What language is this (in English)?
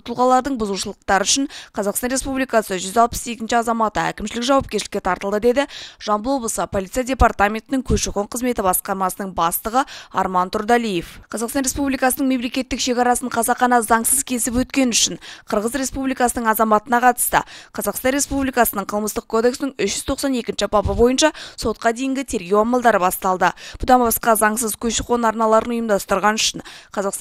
Kazakh